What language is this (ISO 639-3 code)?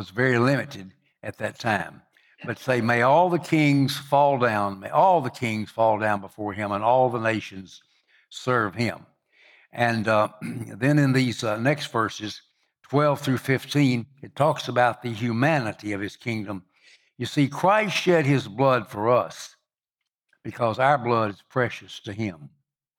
eng